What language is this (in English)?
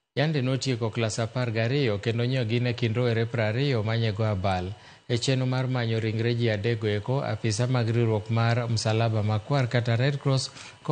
Luo (Kenya and Tanzania)